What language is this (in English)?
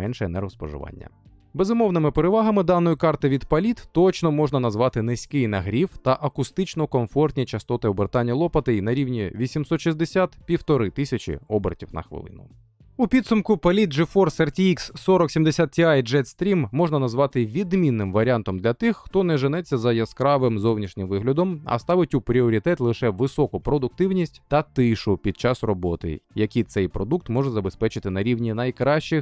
Ukrainian